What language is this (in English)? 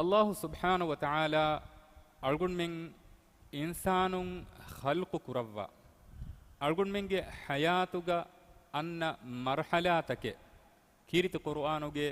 Divehi